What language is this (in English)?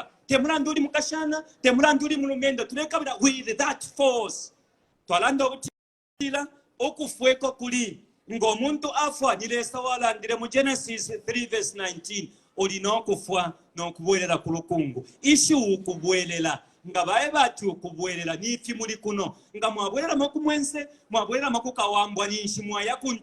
Bemba